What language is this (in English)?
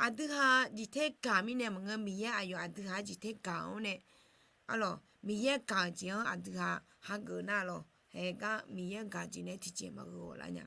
Akha